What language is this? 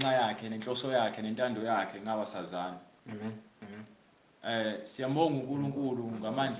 Zulu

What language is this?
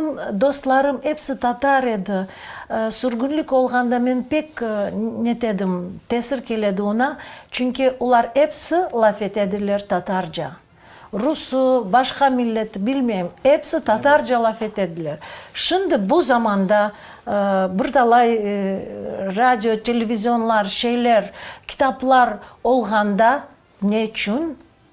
Crimean Tatar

